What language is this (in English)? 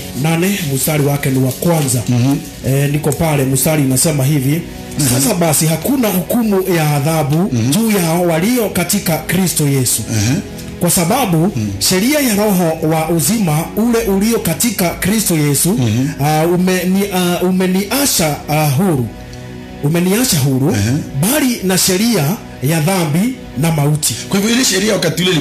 Swahili